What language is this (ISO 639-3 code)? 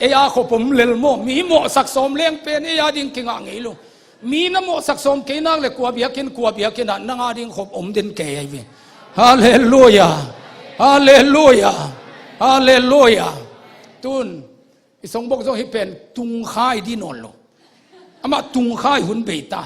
ctd